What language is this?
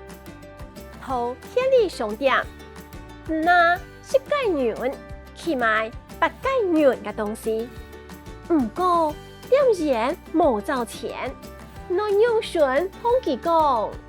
Hakka Chinese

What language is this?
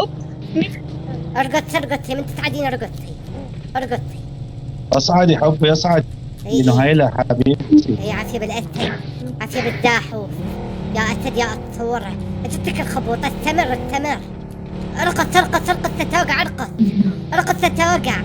Mesopotamian Arabic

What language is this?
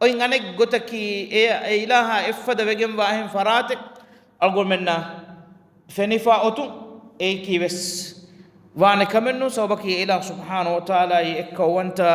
Divehi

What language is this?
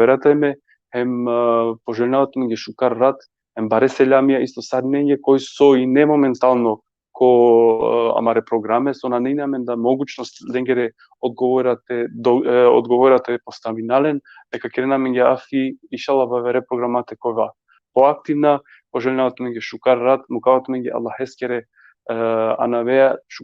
Balkan Romani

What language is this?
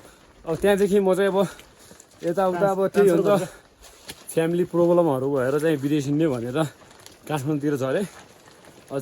Nepali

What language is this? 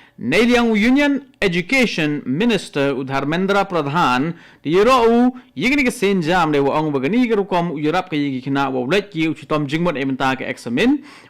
Khasi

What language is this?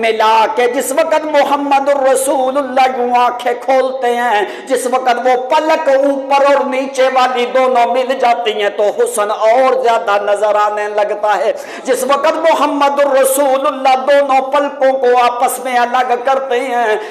Urdu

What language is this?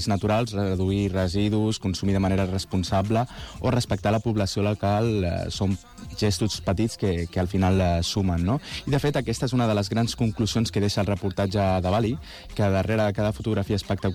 Catalan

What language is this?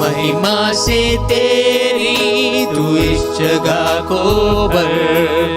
Konkani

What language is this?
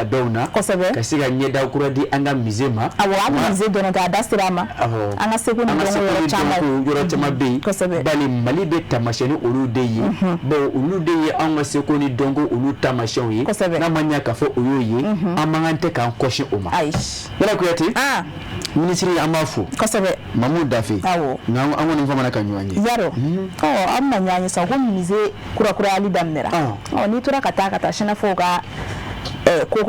Bambara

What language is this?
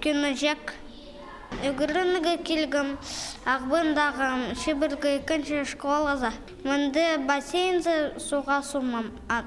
Khakas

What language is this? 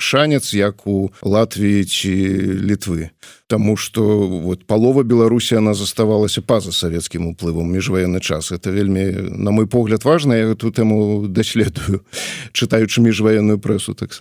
Belarusian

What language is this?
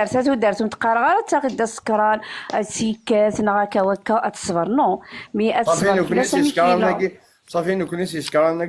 Kabyle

